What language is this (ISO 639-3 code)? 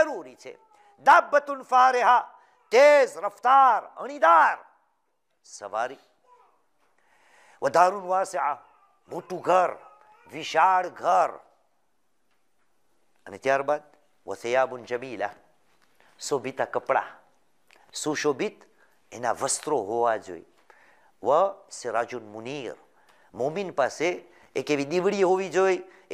guj